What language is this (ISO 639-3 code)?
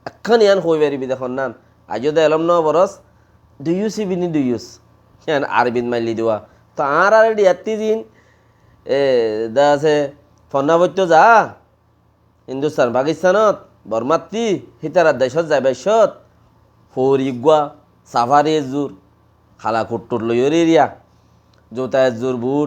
rhg